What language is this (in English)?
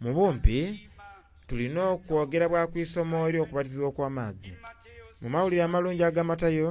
Soga